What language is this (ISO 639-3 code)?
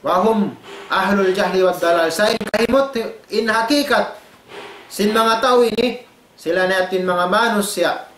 tsg